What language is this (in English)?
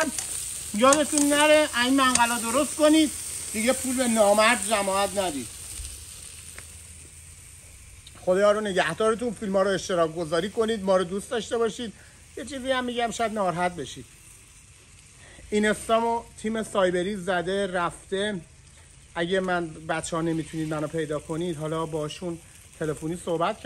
Persian